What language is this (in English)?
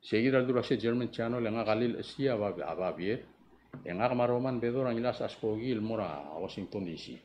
Palauan